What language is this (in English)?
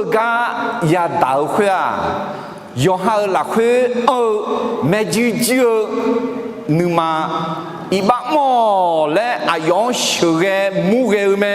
Akha